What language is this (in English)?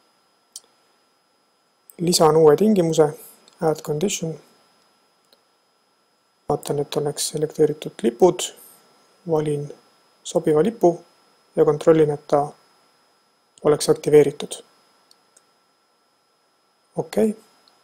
Estonian